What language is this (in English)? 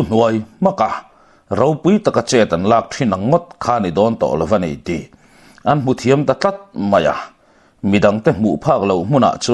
Mizo